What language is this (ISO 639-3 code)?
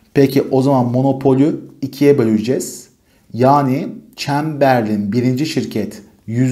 tur